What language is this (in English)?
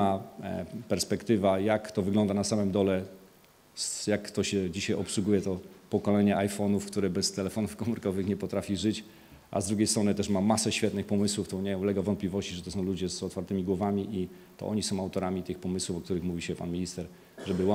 Polish